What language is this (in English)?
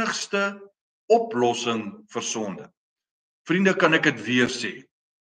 Afrikaans